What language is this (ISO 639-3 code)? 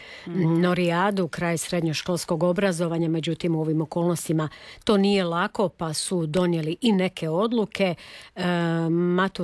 hrv